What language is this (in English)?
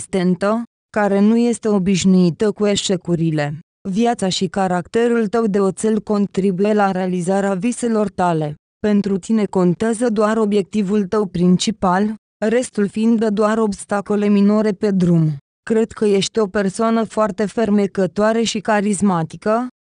Romanian